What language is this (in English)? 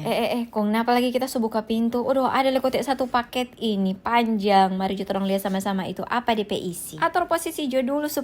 Manado Malay